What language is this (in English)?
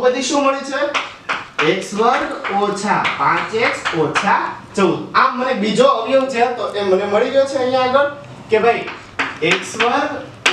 Gujarati